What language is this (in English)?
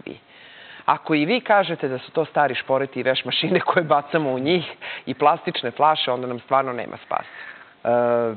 Serbian